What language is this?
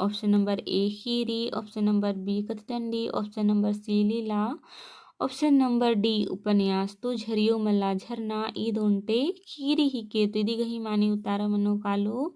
Kurukh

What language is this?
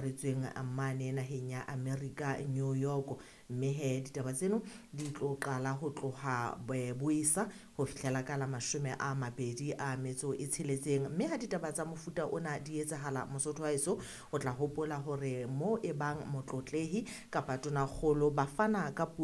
Southern Sotho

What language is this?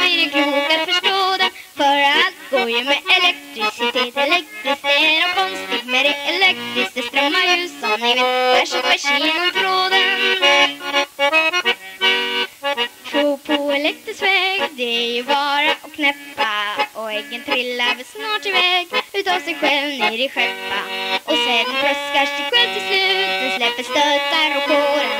Swedish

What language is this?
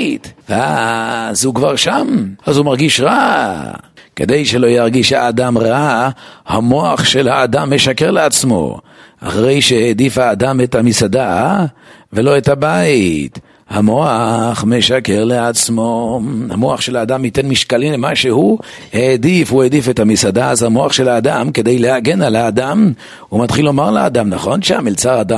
Hebrew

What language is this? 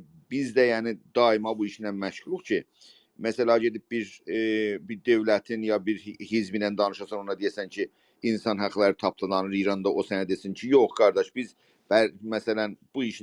South Azerbaijani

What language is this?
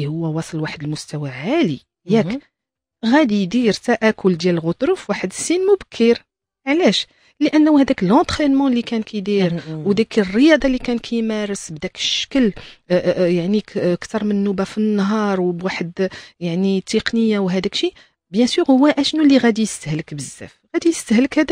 Moroccan Arabic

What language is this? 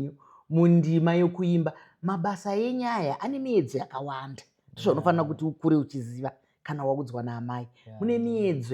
Shona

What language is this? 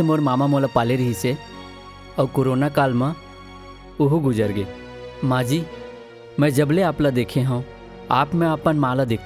Chhattisgarhi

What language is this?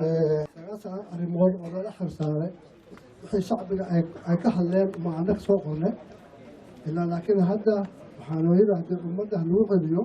Somali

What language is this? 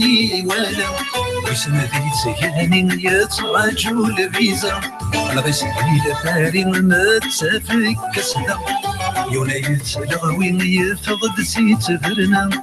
Kabyle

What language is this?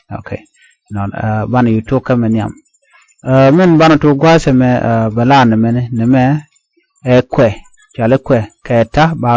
Nuer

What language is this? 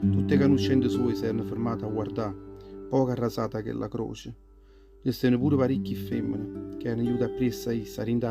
Neapolitan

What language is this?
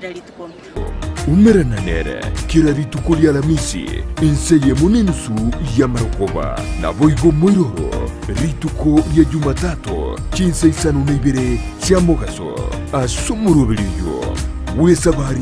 Gusii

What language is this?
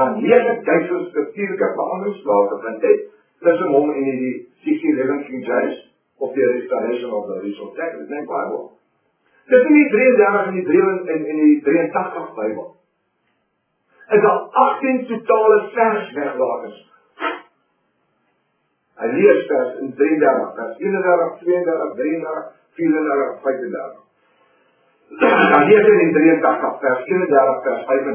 Afrikaans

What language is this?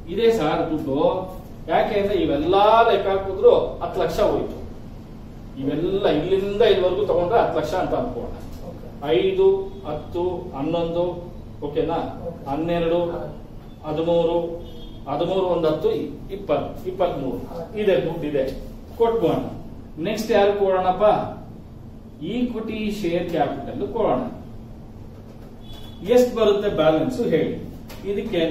Kannada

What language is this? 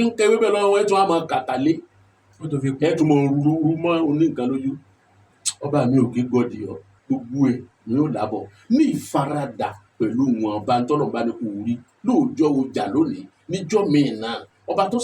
Yoruba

